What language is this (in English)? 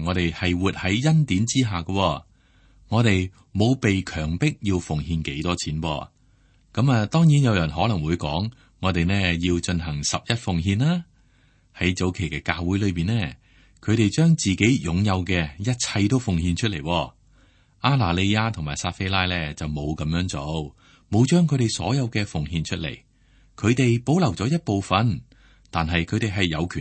Cantonese